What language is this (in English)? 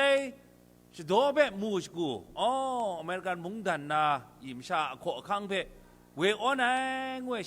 Kachin